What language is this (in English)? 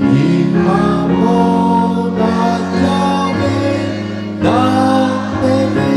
Lahu